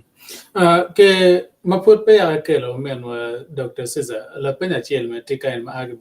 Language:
Acoli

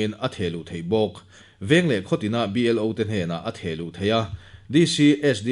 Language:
Mizo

